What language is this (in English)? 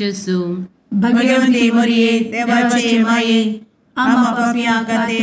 Konkani